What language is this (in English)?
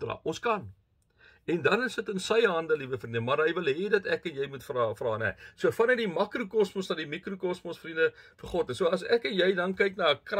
Afrikaans